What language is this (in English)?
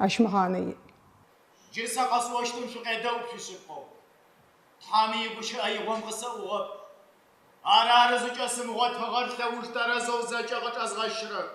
Adyghe